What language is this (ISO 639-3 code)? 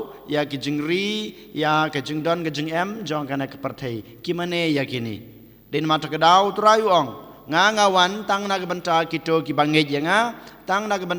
kha